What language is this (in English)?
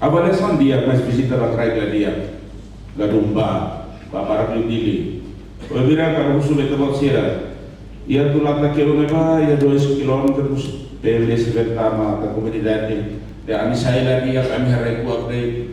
Tetum